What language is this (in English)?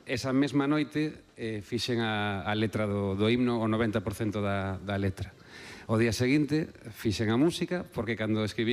Galician